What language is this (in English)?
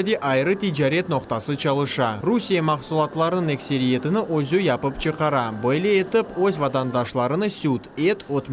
Crimean Tatar